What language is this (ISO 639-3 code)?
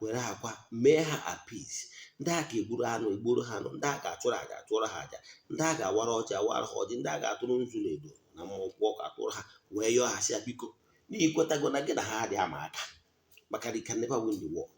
ibo